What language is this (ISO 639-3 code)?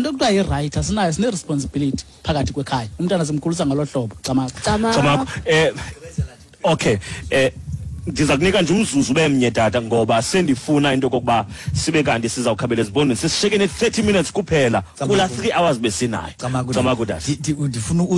xho